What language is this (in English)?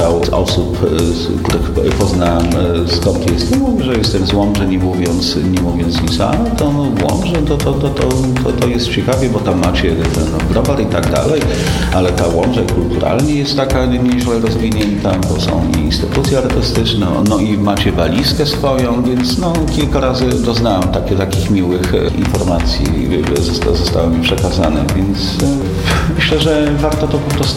Polish